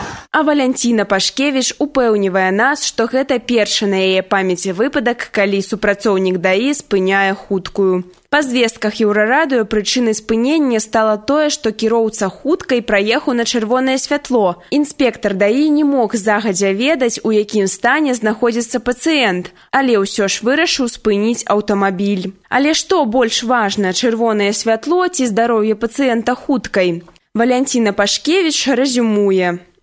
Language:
Belarusian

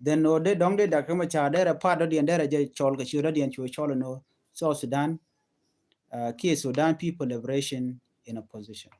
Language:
Nuer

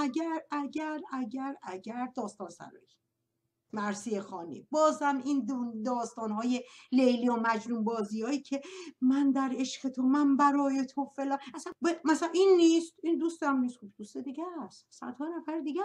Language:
Persian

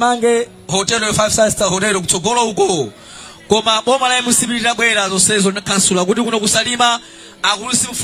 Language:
Nyanja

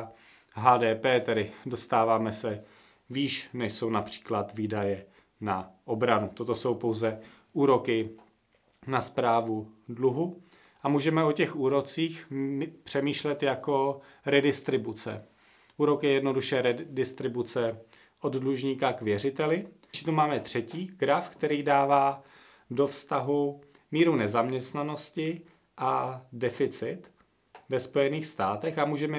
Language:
Czech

